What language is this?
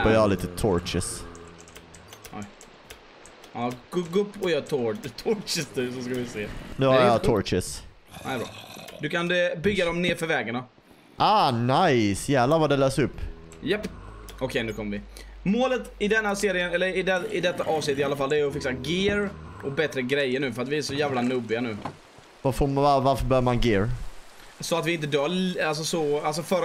Swedish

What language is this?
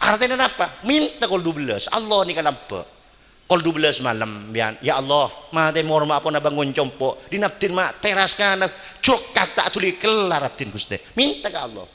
Madurese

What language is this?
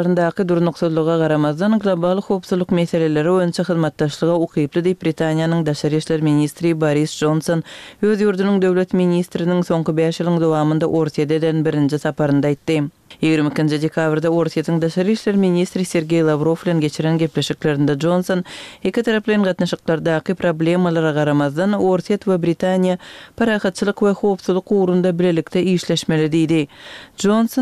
Turkmen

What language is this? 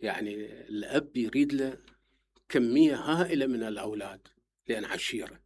Mesopotamian Arabic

